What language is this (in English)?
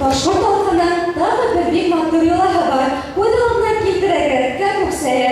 Bashkir